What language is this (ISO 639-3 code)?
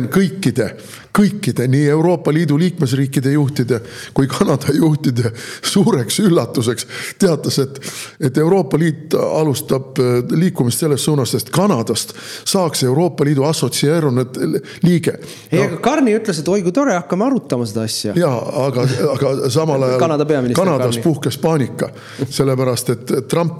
est